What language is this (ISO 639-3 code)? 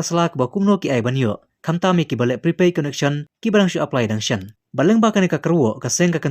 kha